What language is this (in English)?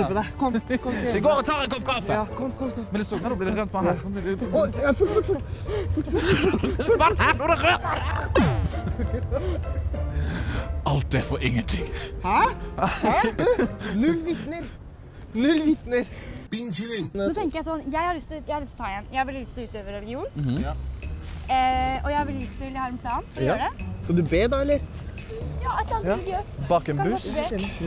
Norwegian